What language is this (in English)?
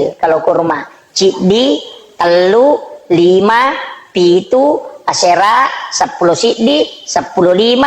Buginese